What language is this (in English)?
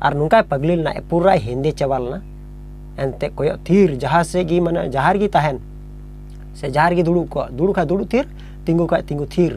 Santali